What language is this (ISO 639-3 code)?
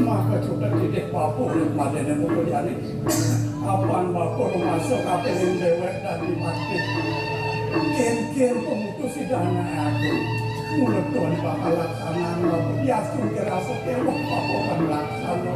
ban